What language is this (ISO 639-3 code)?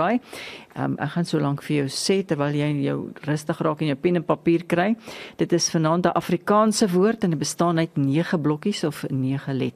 afr